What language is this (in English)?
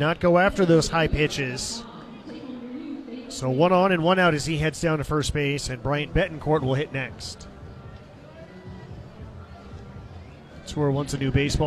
English